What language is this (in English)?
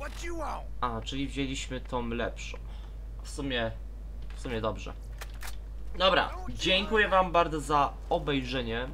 Polish